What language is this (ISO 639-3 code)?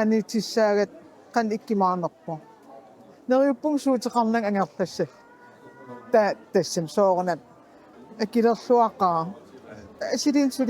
kal